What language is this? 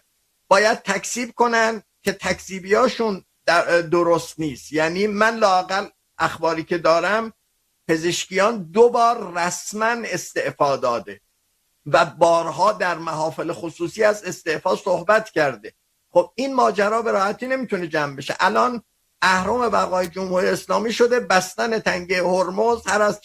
Persian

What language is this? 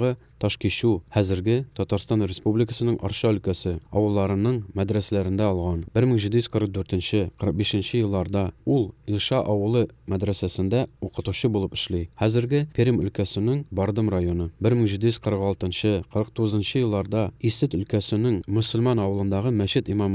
Tatar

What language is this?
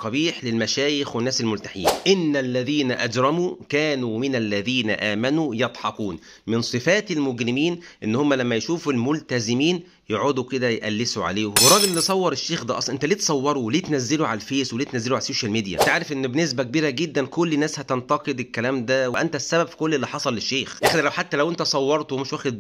Egyptian Arabic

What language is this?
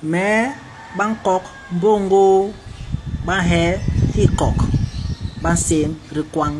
Basaa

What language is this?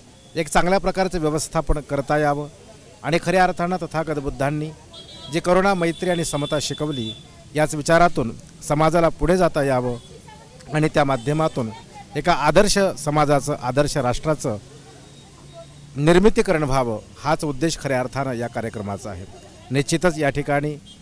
Marathi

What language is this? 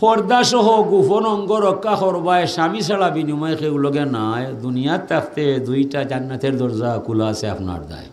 Sylheti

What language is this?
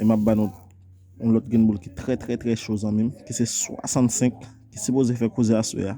Haitian Creole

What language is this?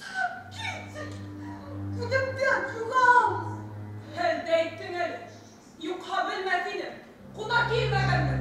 Bashkir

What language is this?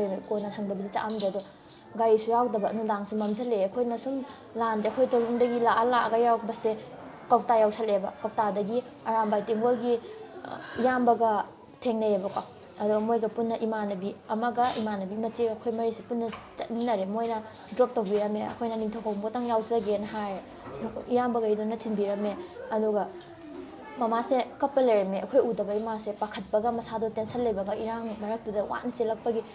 Manipuri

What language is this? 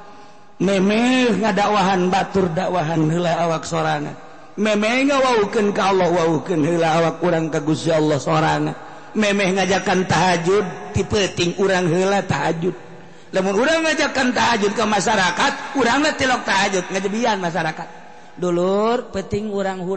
Sundanese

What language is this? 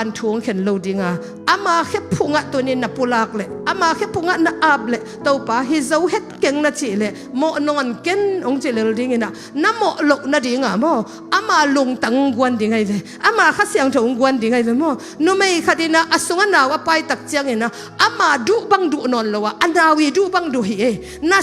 Tedim Chin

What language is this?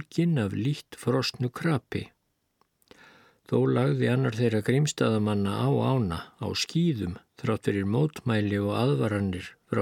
Icelandic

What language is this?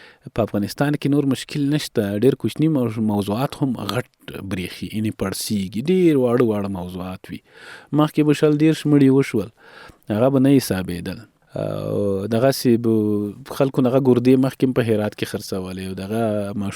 Pashto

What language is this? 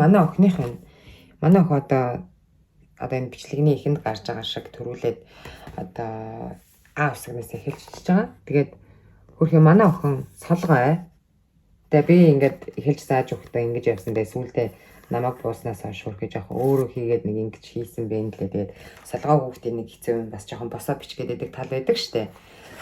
Mongolian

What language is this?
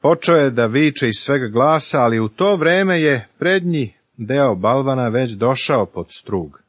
Serbian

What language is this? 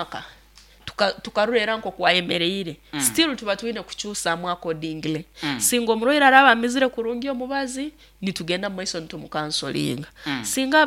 Nyankole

